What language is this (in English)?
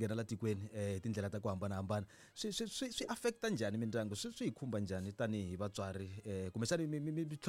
Tsonga